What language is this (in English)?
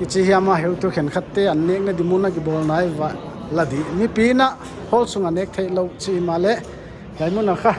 Paite Chin